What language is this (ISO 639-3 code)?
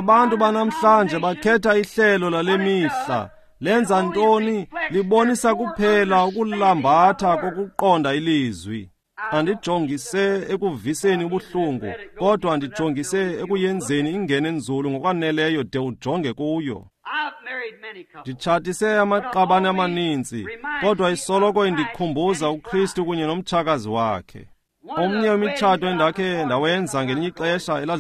xho